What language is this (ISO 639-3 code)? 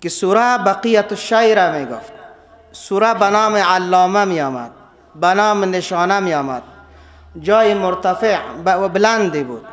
fas